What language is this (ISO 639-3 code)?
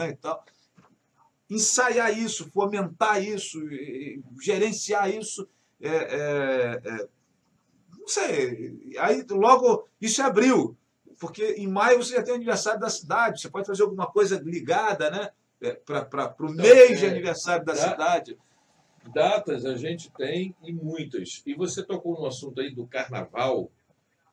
por